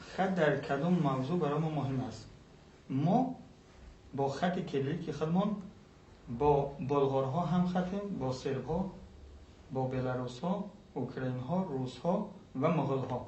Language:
Persian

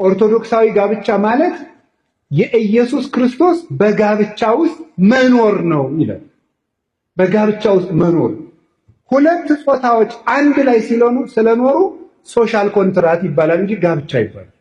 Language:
Amharic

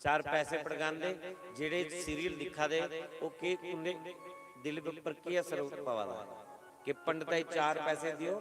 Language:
Dogri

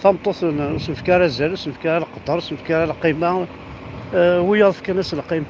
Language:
Kabyle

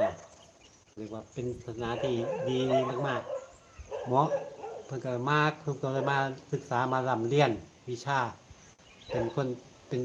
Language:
Northeastern Thai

